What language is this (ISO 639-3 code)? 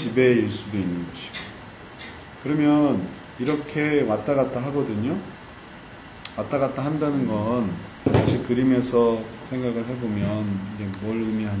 kor